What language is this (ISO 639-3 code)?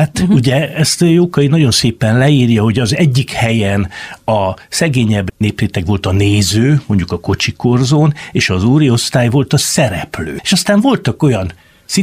hun